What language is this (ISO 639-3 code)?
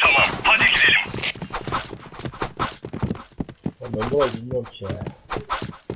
tur